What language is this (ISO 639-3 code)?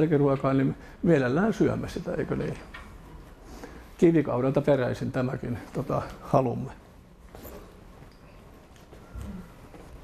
fin